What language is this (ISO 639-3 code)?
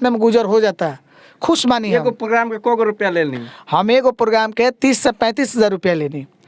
bho